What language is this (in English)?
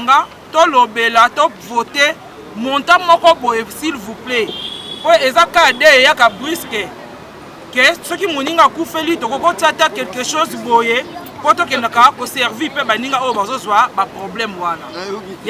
Lingala